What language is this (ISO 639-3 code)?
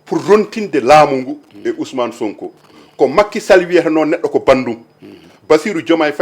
ful